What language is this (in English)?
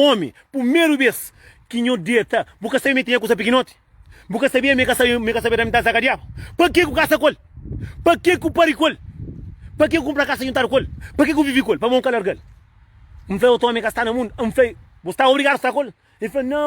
Kabuverdianu